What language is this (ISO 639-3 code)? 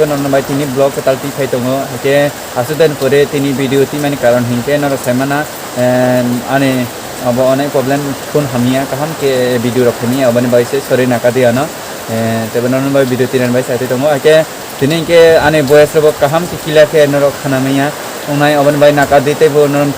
trp